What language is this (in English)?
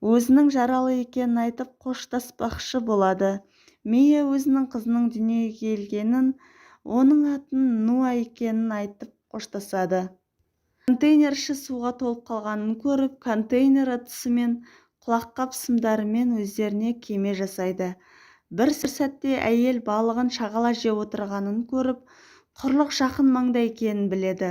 Kazakh